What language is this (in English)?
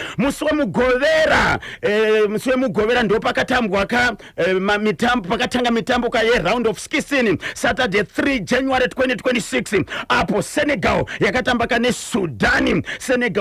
Shona